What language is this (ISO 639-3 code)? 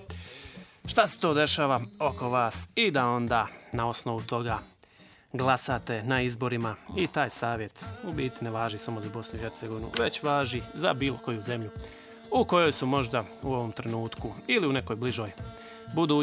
bos